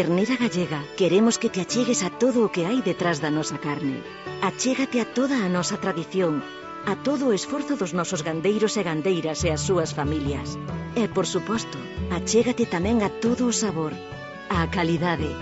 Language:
Galician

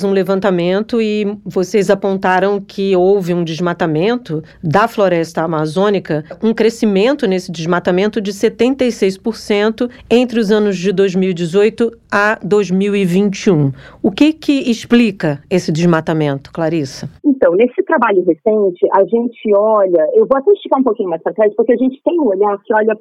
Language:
Portuguese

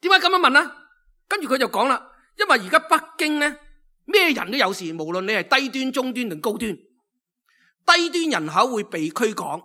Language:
Cantonese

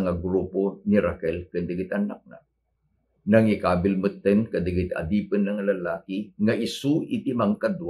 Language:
Iloko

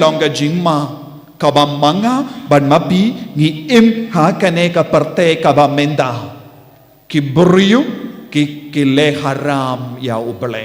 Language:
Khasi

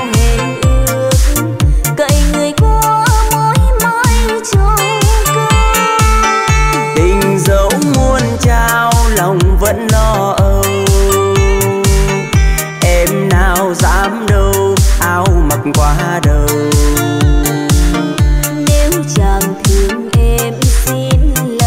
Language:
Vietnamese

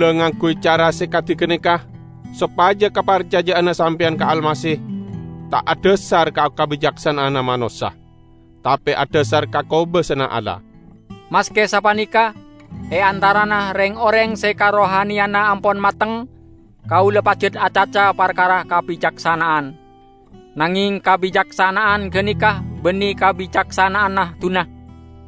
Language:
Madurese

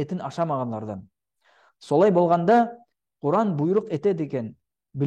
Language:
Nogai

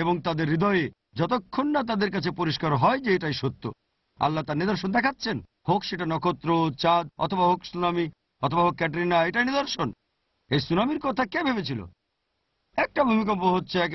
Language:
Bangla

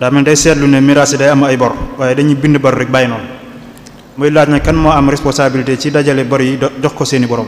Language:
Wolof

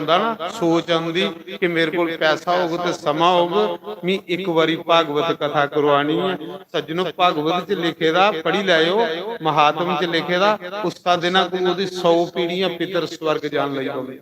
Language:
Dogri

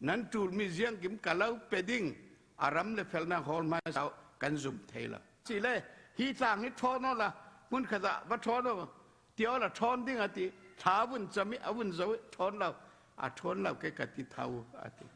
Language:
Falam Chin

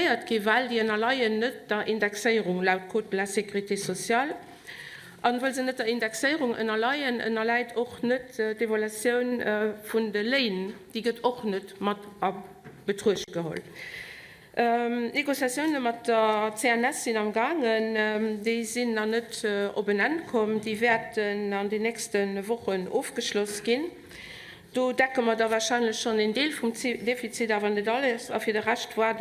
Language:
Luxembourgish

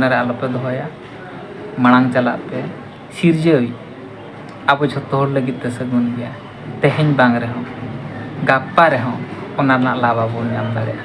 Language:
Santali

